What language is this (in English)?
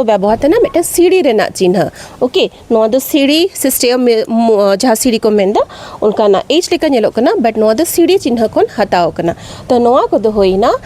Santali